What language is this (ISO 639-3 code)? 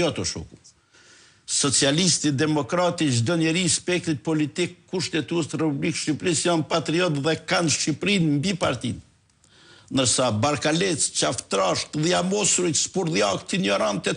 sqi